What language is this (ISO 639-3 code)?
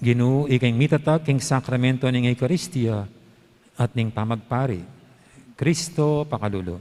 pam